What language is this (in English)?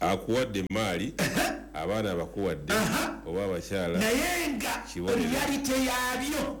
Ganda